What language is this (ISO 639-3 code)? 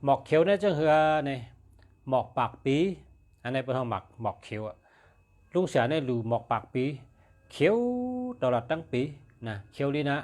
shn